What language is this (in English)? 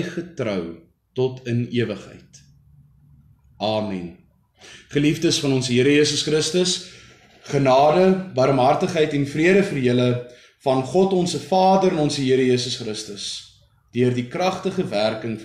Afrikaans